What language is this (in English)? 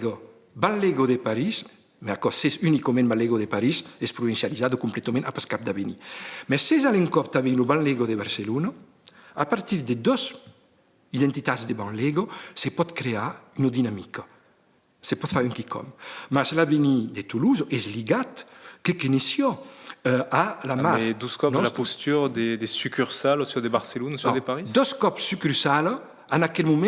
Occitan